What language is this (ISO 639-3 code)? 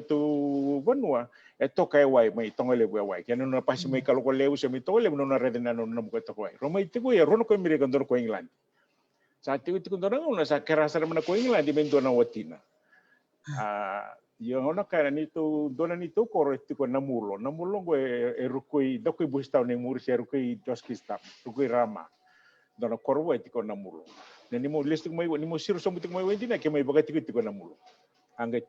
fij